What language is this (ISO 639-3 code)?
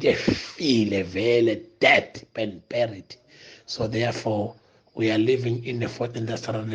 zul